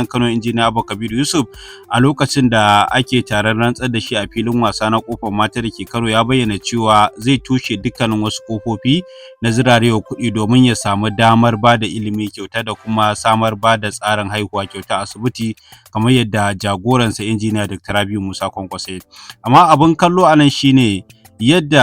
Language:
Hausa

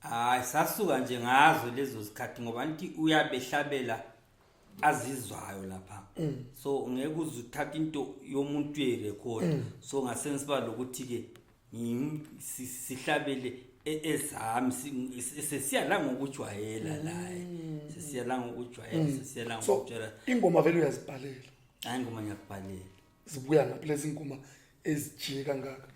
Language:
Zulu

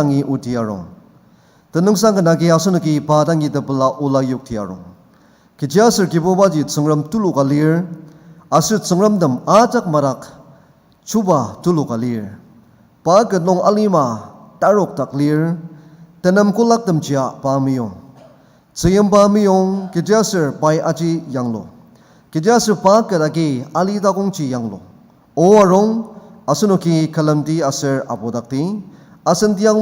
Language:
Ao Naga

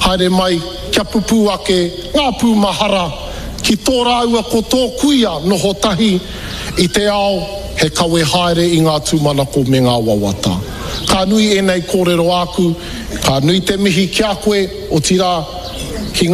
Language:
Māori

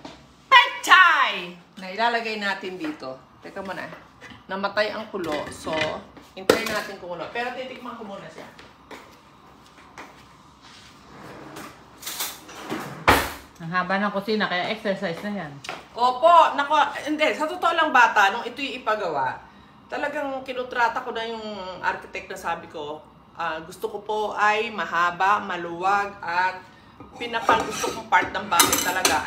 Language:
Filipino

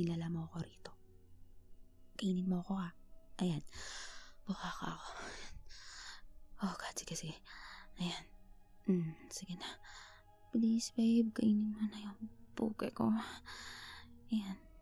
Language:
Filipino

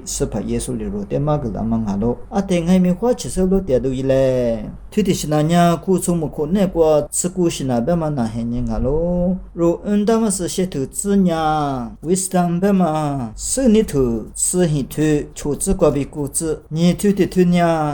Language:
Lisu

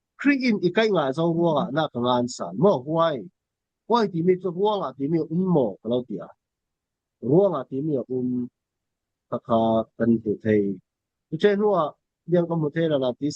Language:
Falam Chin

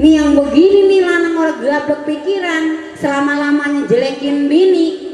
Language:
Betawi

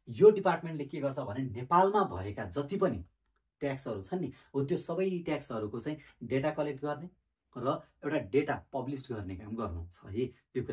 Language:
Nepali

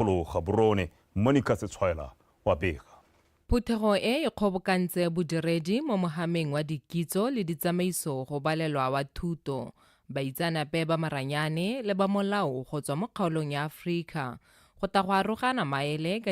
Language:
Tswana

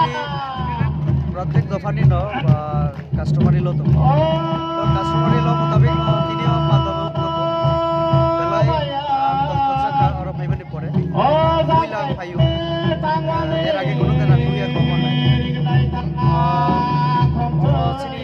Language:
Kok Borok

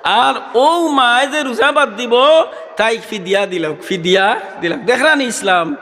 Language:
Sylheti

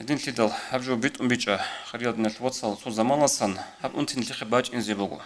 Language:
Avaric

